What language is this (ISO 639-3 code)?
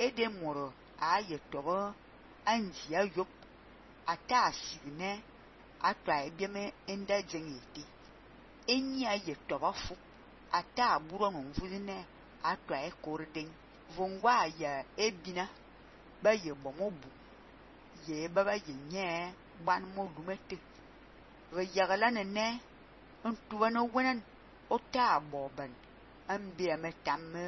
fan